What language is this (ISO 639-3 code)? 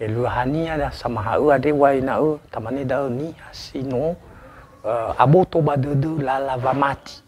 nia